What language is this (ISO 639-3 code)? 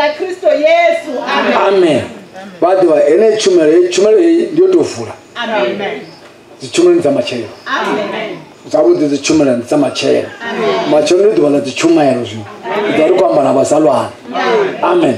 ven